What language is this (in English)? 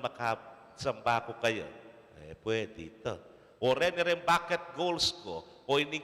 Pampanga